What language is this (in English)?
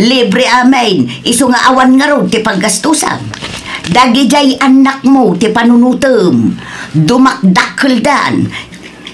Iloko